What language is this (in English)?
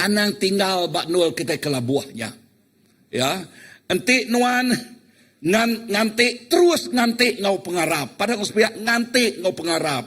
Iban